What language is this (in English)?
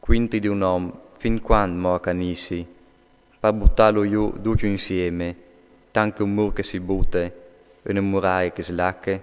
Friulian